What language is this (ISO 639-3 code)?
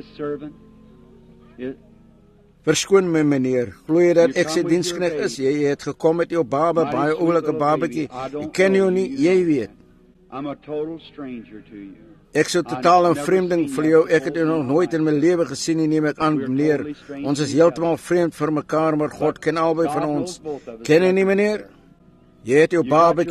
afr